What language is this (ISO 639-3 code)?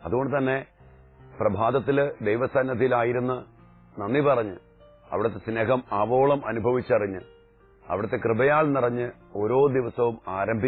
mal